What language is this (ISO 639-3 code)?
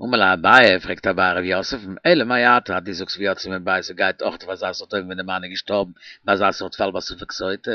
yid